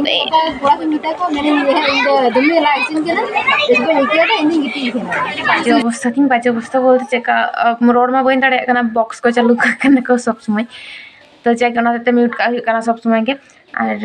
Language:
Santali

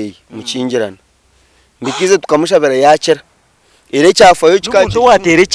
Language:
Nyankole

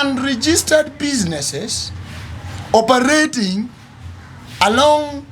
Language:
Acoli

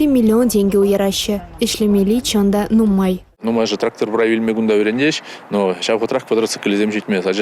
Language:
Chuvash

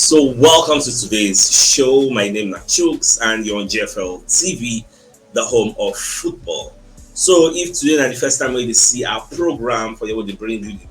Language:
Nigerian Pidgin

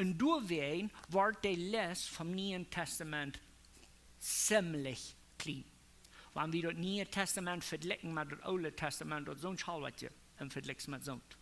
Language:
Plautdietsch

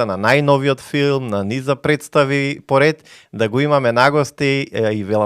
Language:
Macedonian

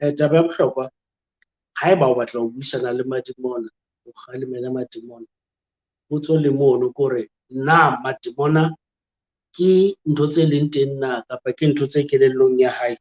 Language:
Southern Sotho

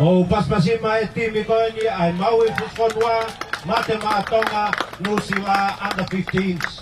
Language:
Tongan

